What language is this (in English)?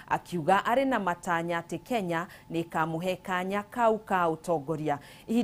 Kikuyu